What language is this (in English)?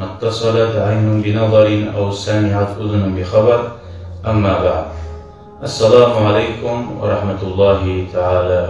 Kumyk